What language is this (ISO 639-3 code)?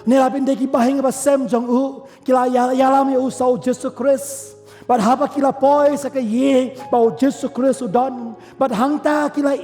kha